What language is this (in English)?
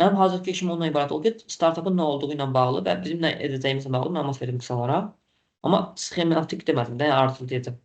Azerbaijani